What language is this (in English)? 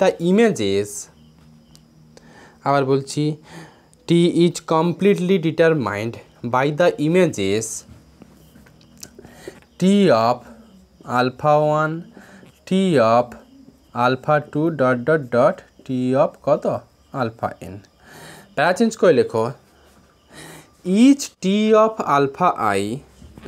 Bangla